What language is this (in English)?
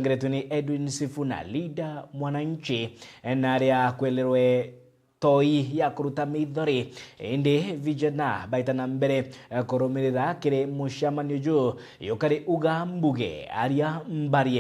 Meru